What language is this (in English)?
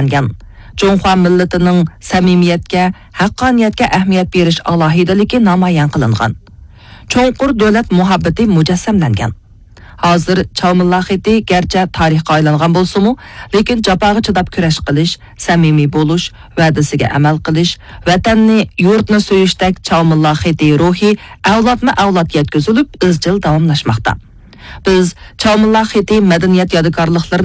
Uyghur